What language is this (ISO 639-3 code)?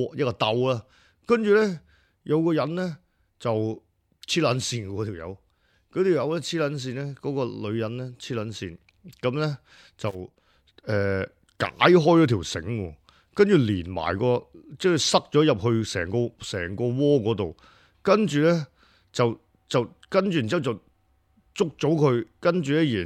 yue